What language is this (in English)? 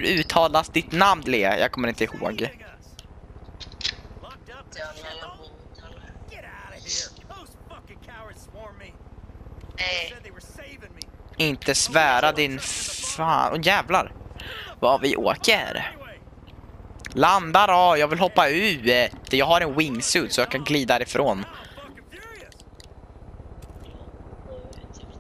Swedish